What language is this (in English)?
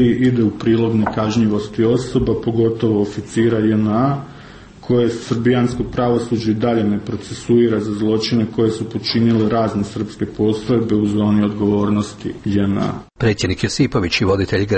Croatian